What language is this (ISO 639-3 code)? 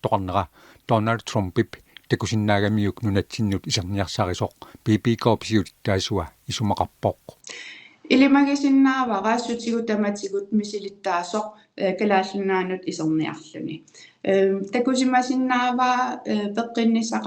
kal